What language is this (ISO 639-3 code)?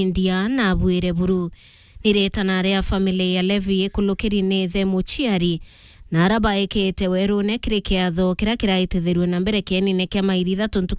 mer